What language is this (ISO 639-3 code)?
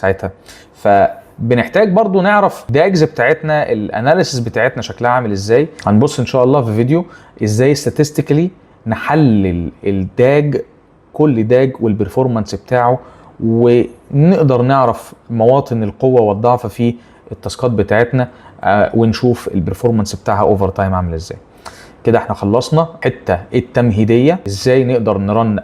arz